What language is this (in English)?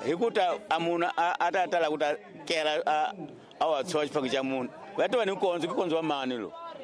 Tsonga